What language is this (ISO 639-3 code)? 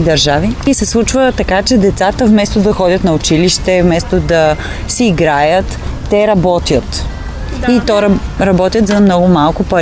bul